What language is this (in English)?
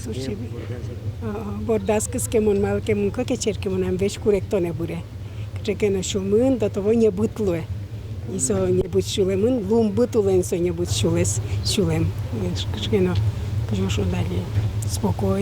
Udmurt